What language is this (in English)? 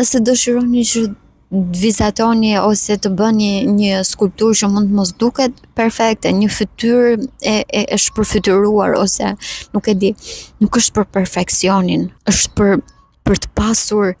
Albanian